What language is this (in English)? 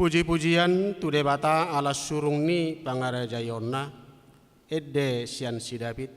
Batak Toba